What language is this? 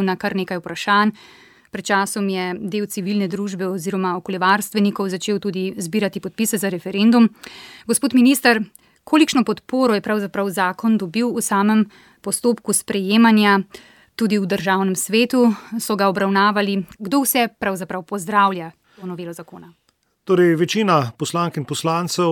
Slovenian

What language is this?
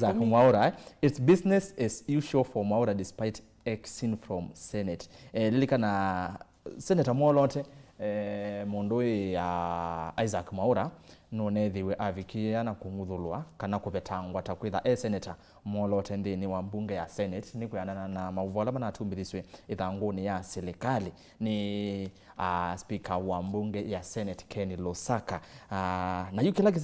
Kamba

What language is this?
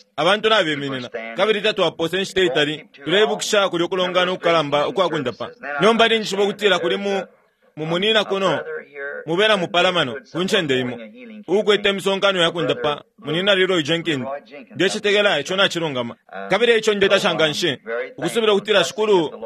Bemba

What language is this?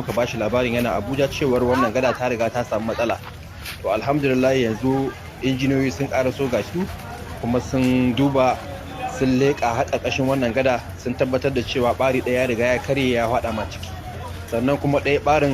Hausa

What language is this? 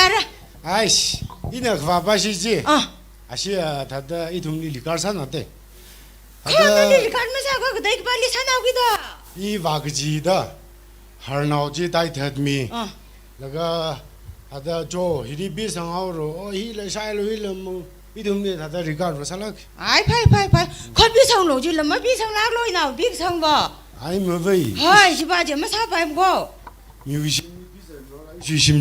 Tangkhul Naga (India)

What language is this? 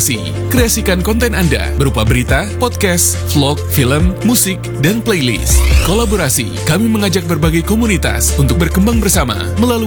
Indonesian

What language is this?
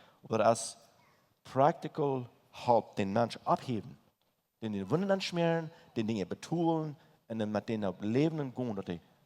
Plautdietsch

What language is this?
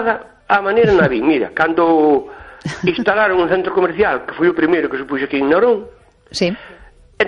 Galician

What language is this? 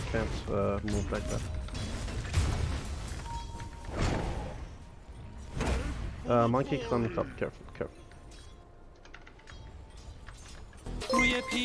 Persian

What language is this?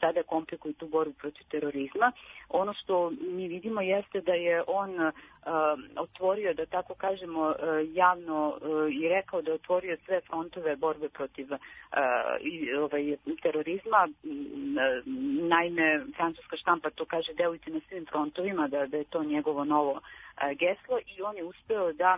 Serbian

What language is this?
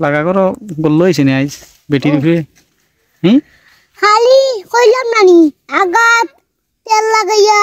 Sylheti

